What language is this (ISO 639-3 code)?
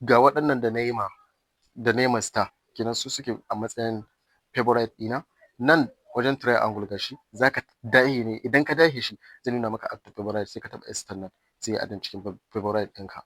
hau